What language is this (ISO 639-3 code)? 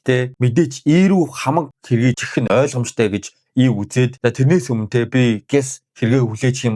mon